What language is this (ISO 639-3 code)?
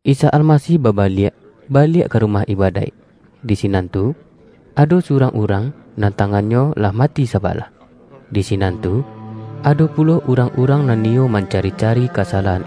min